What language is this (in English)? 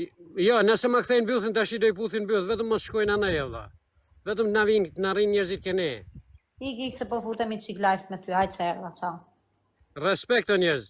Albanian